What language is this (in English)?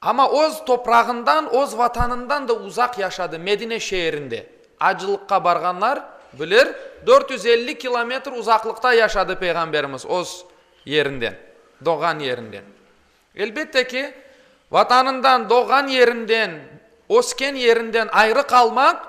Crimean Tatar